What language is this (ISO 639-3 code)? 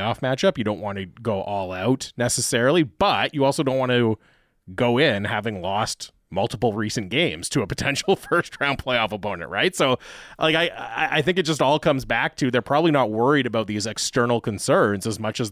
eng